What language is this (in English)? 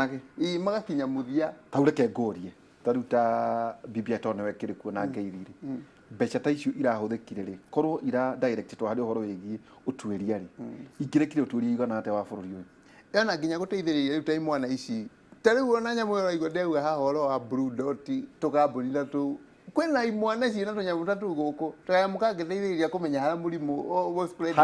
Kikuyu